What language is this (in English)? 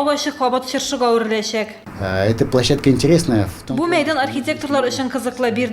Tatar